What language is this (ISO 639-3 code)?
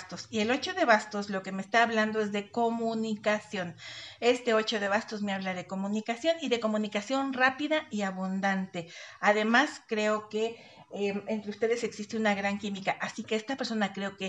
spa